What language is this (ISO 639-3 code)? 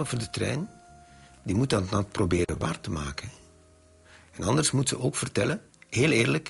nld